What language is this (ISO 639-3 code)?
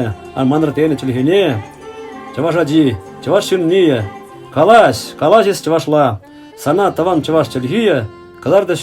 chv